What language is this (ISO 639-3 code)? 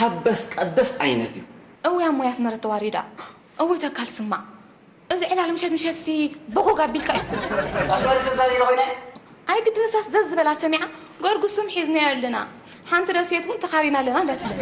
tir